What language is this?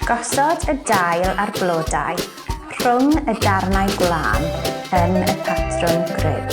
Welsh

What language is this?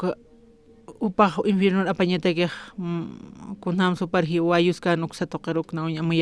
Aymara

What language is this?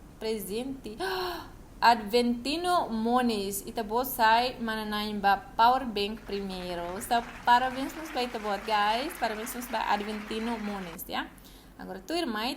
Tetum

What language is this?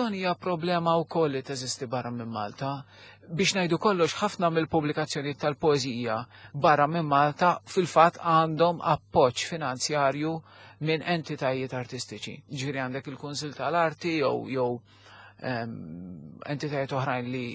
Maltese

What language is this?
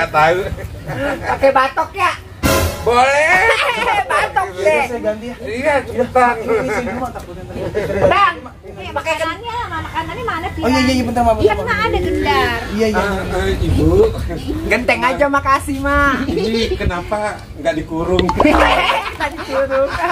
Betawi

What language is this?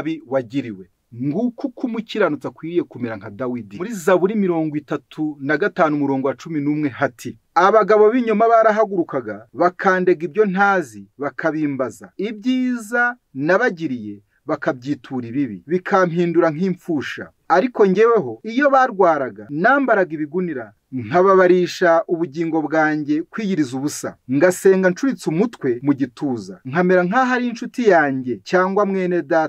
Kinyarwanda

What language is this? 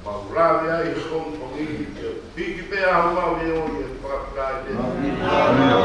Tongan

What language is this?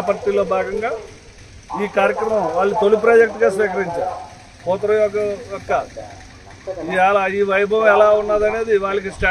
Telugu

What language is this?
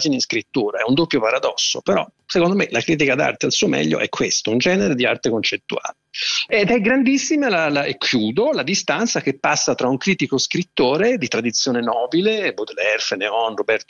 Italian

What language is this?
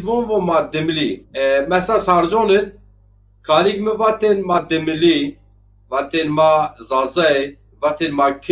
Zaza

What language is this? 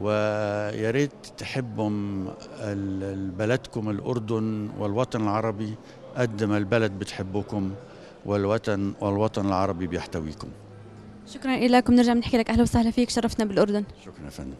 North Levantine Arabic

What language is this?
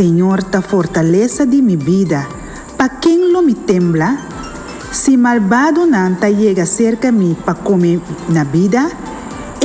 Papiamento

